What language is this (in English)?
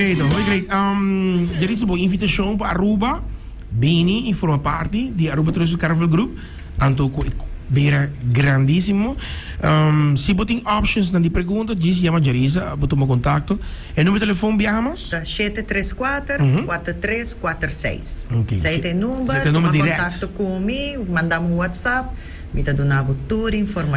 Papiamento